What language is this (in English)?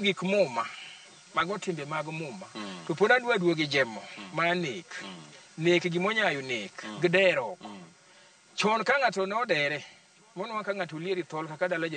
Luo (Kenya and Tanzania)